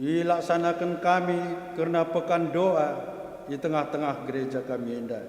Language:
Batak Karo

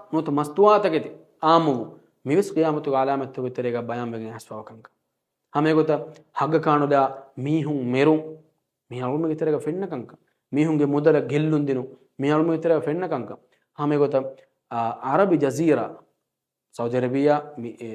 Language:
Divehi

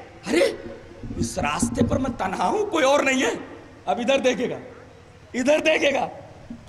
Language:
Urdu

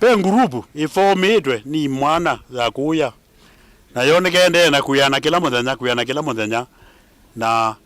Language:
Kamba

